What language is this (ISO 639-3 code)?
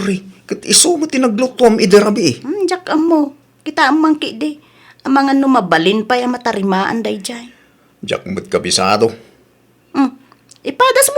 ilo